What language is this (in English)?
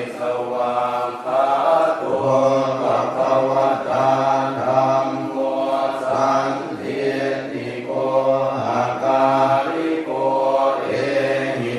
Pali